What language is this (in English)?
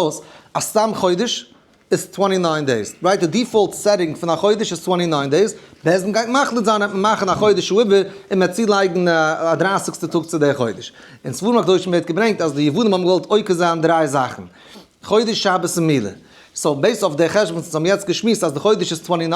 Yiddish